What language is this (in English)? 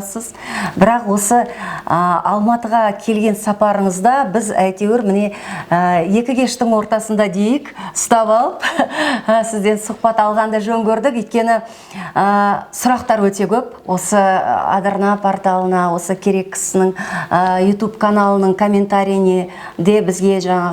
Kazakh